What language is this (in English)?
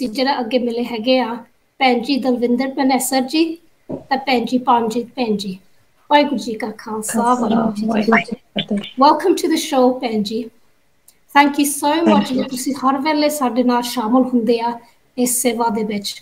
Punjabi